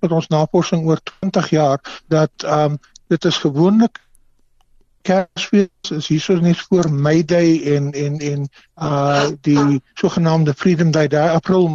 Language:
Afrikaans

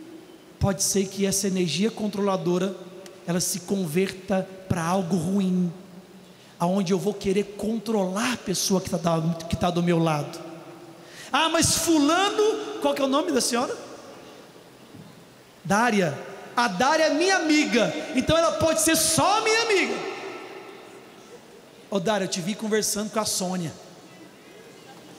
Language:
Portuguese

